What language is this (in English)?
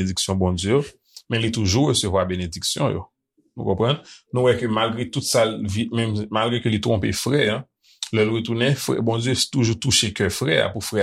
Haitian Creole